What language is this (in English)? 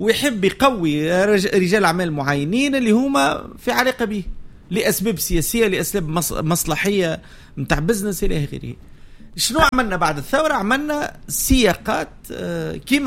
Tunisian Arabic